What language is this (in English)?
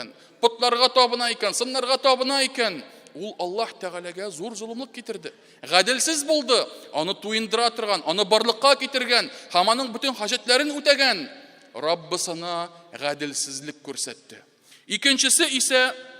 Tatar